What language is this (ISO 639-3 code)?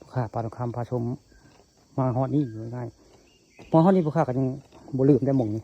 tts